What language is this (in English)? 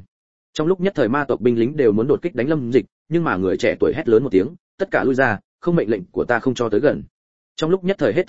Vietnamese